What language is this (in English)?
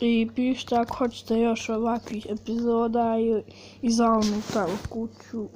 Bosnian